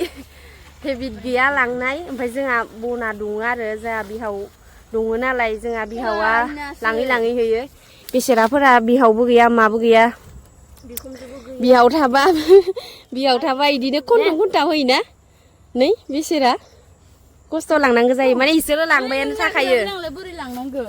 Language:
Bodo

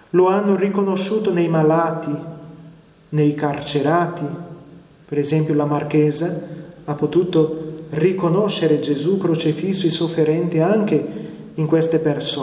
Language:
Italian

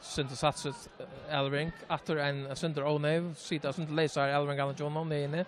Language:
Faroese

